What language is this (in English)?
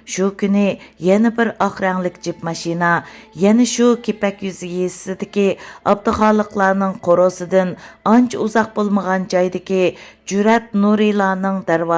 Uyghur